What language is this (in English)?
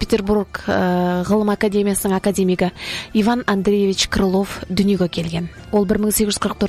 Kazakh